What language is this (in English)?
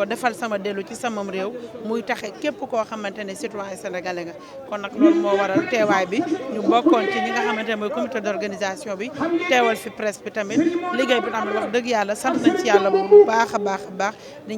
Wolof